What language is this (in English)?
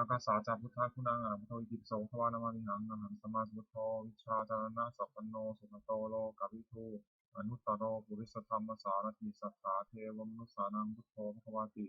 Pali